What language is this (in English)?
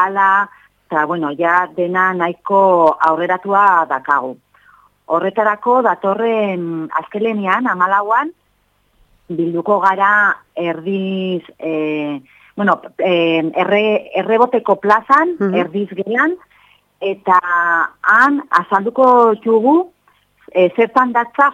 Basque